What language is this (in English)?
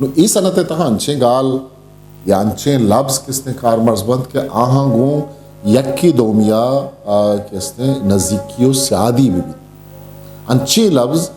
Eastern Balochi